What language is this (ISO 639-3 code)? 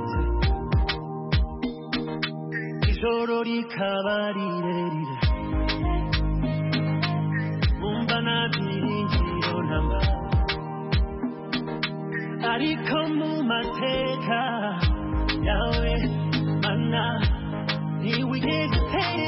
kin